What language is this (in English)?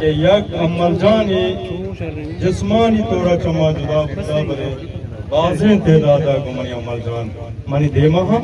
Eastern Balochi